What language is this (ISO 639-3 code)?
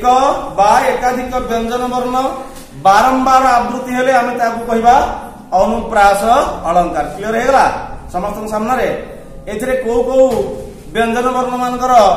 ori